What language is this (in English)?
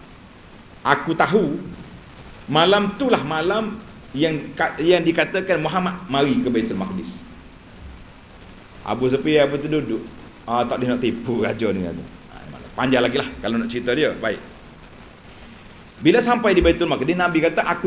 Malay